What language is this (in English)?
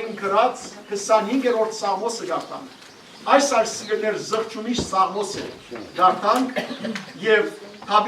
Western Armenian